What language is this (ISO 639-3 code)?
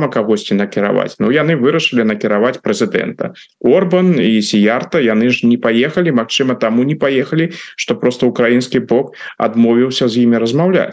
bel